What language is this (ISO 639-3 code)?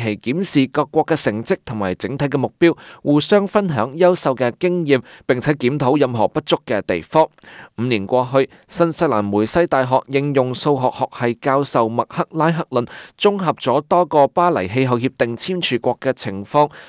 yue